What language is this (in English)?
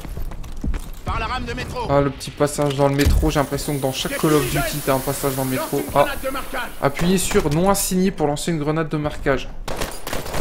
French